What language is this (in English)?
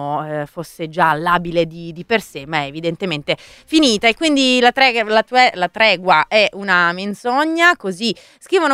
Italian